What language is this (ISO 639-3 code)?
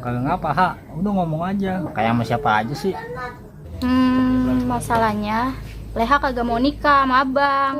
bew